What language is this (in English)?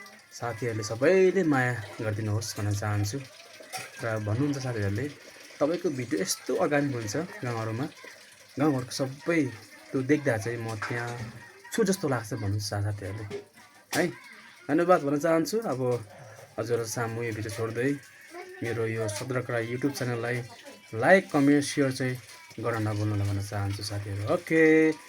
Nepali